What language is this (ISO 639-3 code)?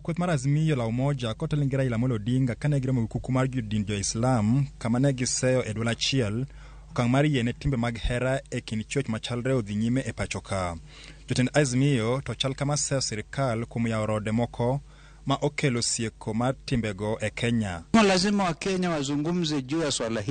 luo